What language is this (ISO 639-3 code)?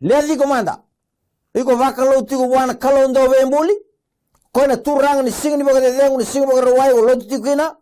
fij